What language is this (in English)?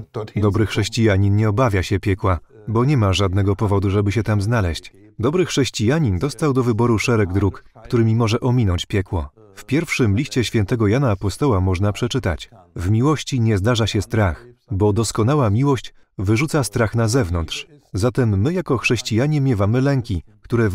Polish